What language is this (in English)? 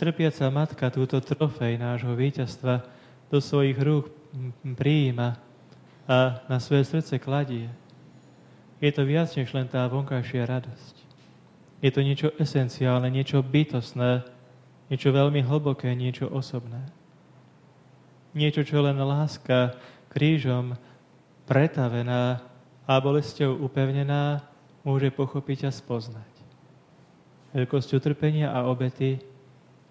Slovak